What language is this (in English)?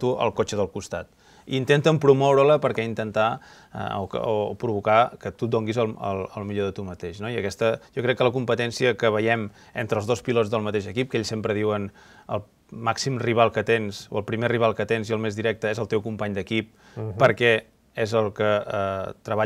Catalan